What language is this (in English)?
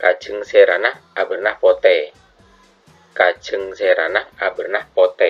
Madurese